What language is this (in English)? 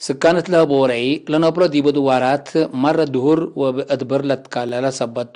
Tigre